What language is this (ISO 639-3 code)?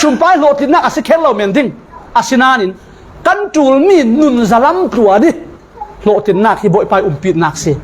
cfm